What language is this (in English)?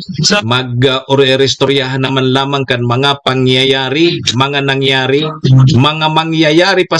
Bikol